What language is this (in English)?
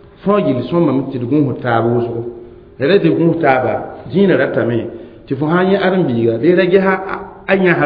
Mossi